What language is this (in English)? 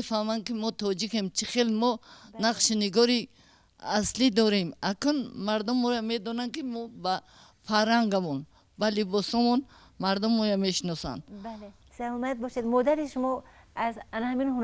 Tajik